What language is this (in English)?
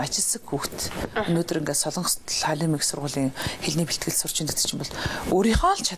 Mongolian